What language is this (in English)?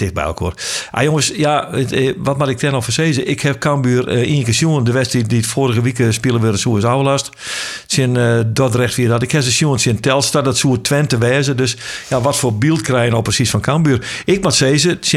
Western Frisian